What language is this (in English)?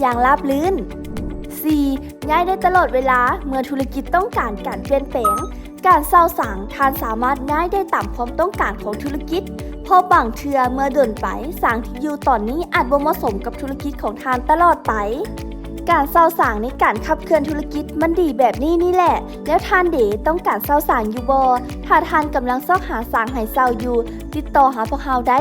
Lao